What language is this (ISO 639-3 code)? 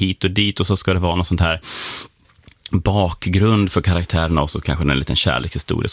swe